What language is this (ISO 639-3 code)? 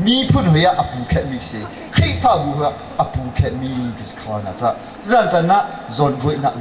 cnh